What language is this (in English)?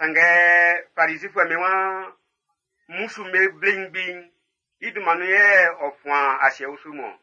Baoulé